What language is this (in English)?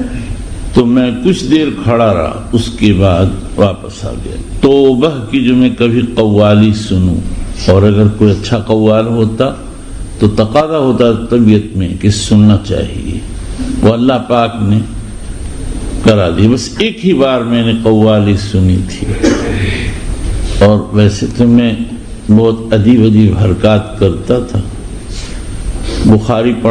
Urdu